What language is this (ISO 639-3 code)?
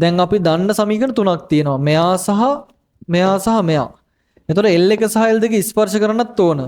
sin